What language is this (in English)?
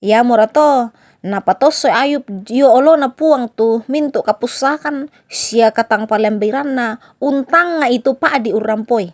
Toraja-Sa'dan